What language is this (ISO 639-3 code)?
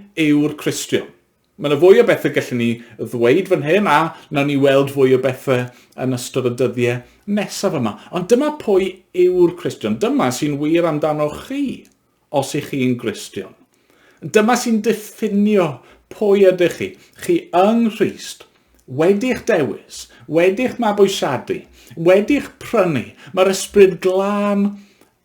cym